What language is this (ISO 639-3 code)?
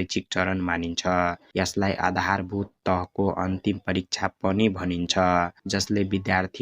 nep